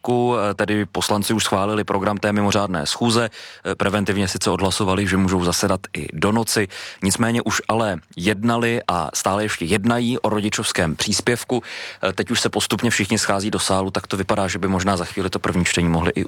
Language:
Czech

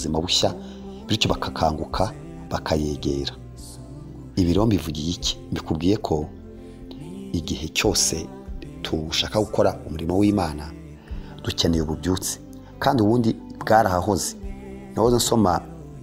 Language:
Kinyarwanda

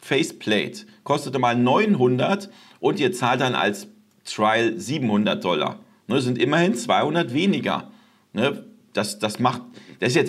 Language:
German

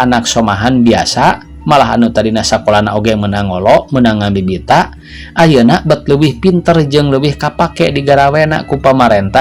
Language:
Sundanese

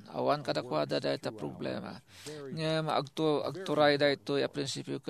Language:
Iloko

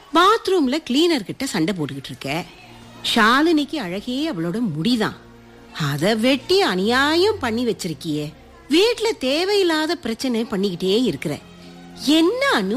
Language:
Tamil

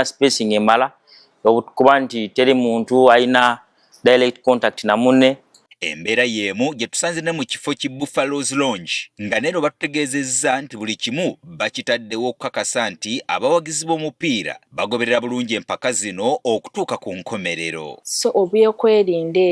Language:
Ganda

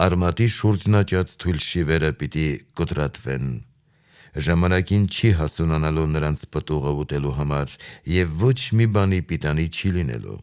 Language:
Armenian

